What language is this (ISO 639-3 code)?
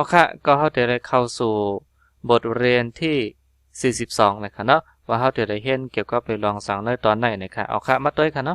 shn